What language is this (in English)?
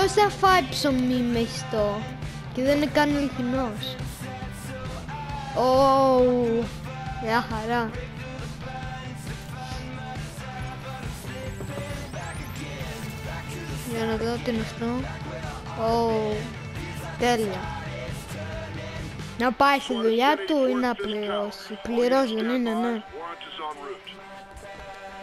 Greek